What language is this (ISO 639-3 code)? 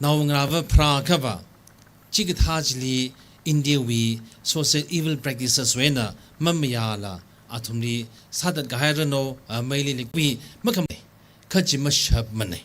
nmf